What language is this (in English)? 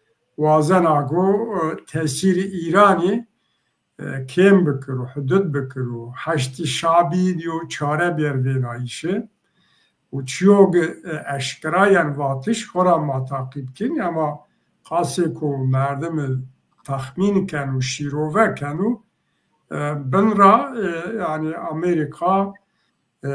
Zaza